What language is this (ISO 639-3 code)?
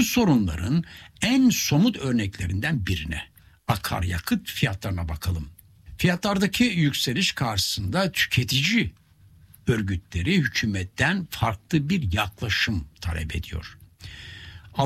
tur